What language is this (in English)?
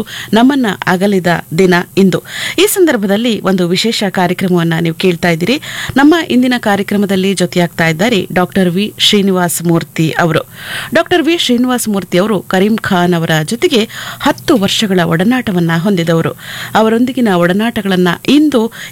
Kannada